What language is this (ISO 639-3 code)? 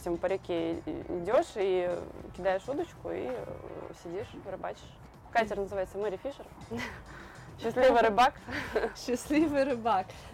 rus